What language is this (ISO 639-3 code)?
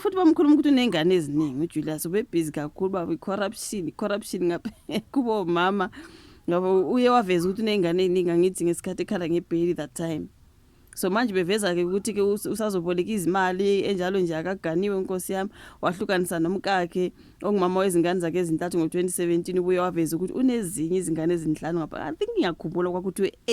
zul